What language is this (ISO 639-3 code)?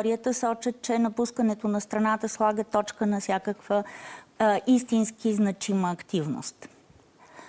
bul